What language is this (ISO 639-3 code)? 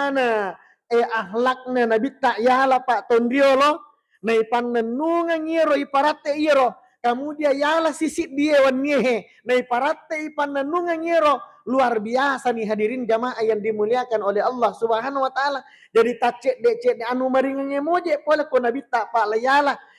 bug